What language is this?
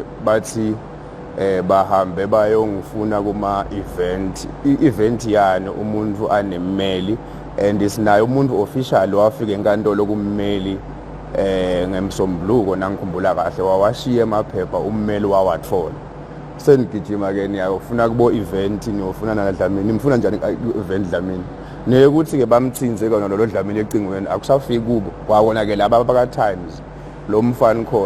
Swati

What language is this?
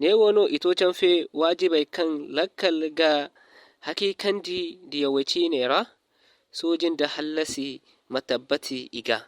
Zarma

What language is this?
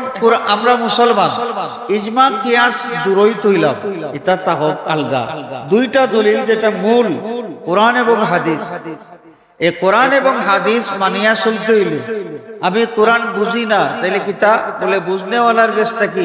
Sylheti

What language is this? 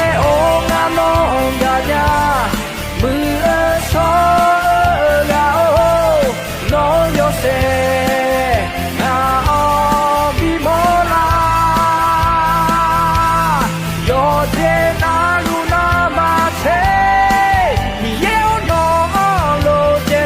Akha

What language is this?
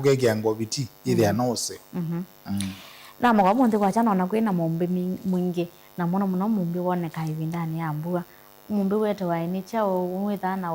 Kamba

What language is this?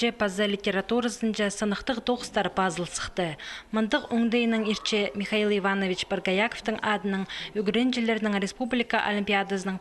Khakas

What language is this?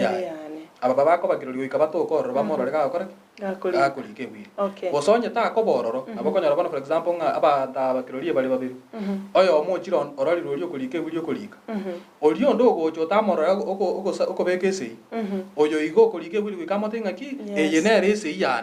Gusii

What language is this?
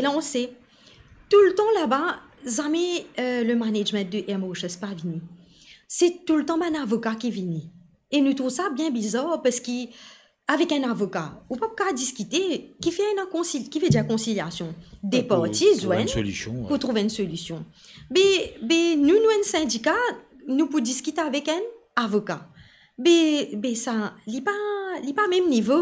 Morisyen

